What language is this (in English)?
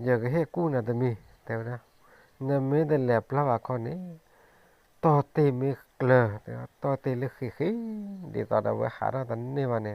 S'gaw Karen